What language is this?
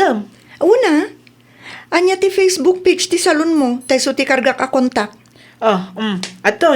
Iloko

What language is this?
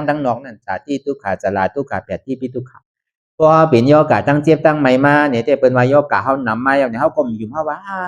Shan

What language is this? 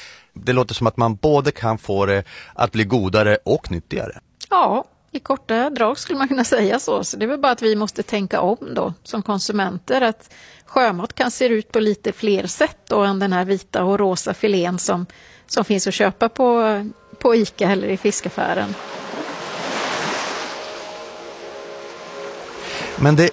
Swedish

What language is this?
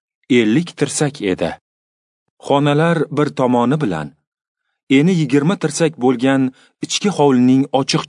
Uzbek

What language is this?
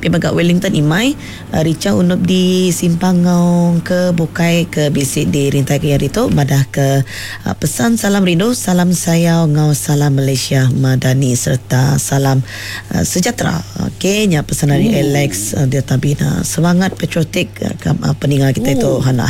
Iban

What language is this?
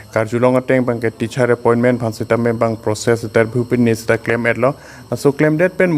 Karbi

